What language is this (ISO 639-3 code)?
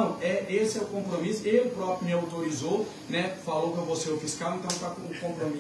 por